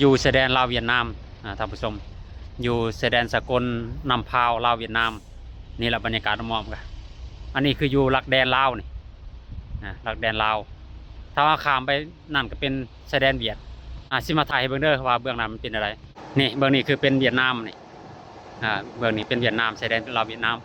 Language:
Lao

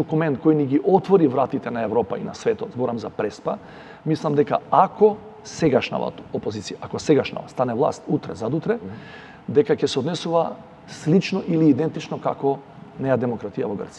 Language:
Macedonian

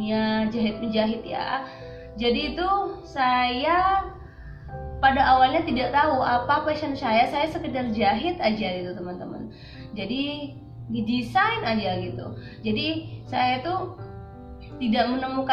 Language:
Indonesian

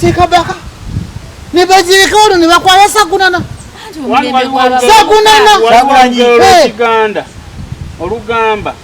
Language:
Ganda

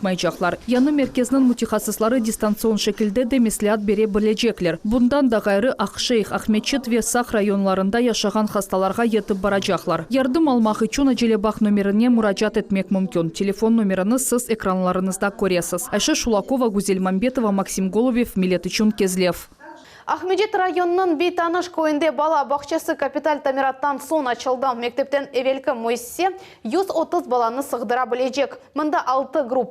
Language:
Crimean Tatar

